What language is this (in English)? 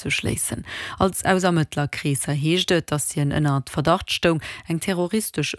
Luxembourgish